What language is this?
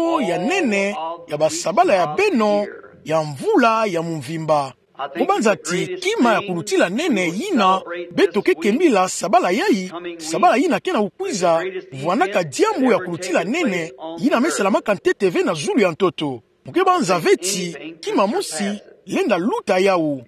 Kituba (Democratic Republic of Congo)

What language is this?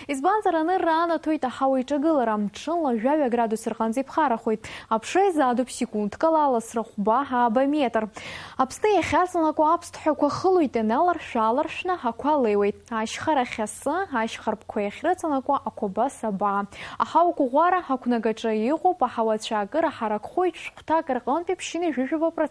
Abkhazian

